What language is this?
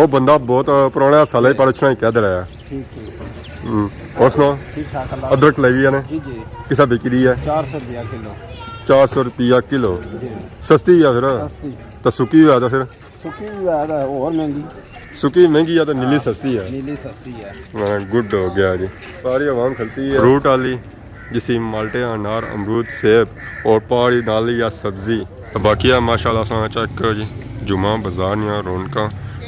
Pahari-Potwari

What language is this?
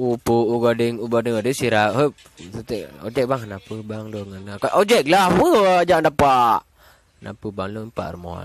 Achinese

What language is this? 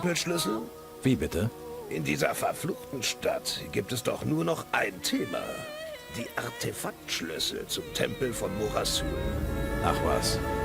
Bavarian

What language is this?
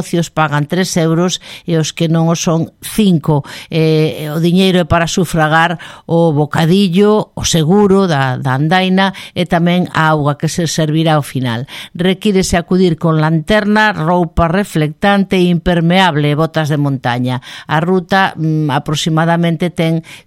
Galician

